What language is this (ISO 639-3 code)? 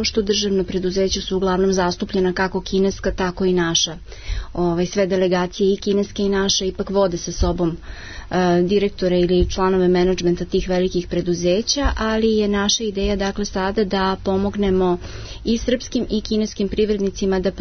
srp